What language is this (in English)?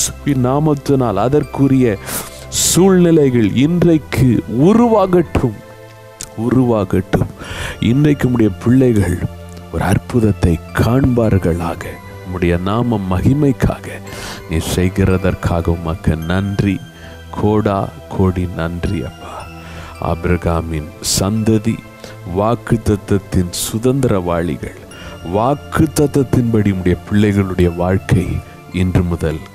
Tamil